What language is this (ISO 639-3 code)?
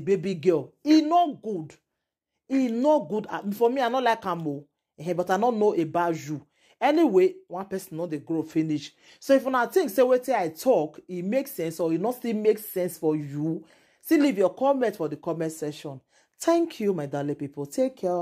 pcm